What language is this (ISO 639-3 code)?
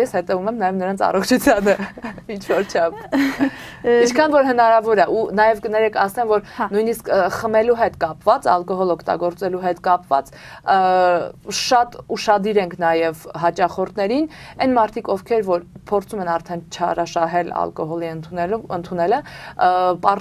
hye